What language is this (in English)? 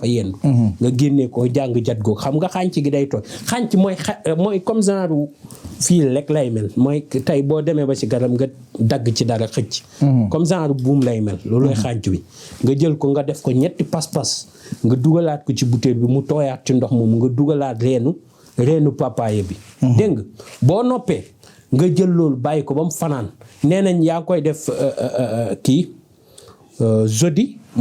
Wolof